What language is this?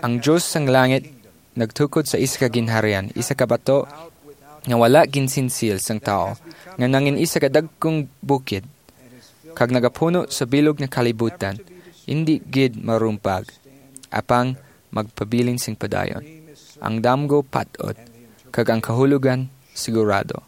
Hiligaynon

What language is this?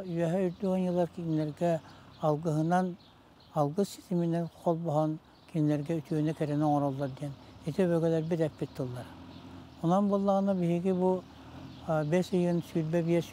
Yakut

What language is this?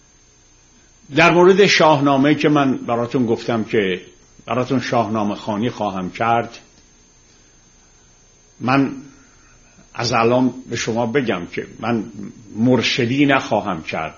Persian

